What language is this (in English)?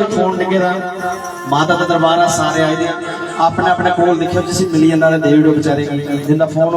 Dogri